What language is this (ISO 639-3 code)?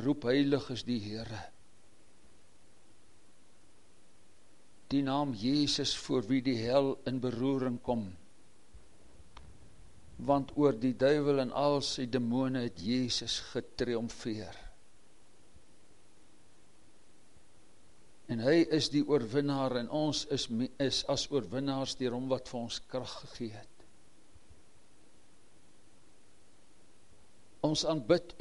afr